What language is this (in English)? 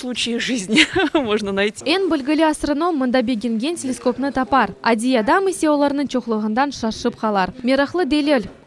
Crimean Tatar